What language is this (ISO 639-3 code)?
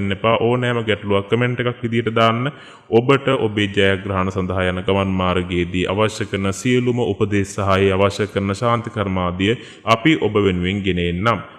sin